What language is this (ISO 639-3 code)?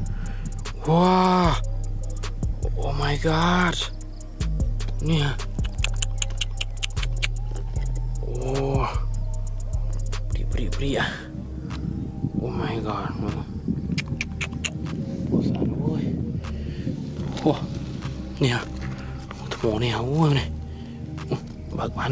msa